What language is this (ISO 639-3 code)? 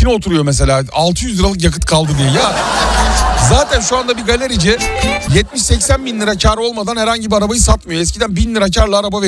tur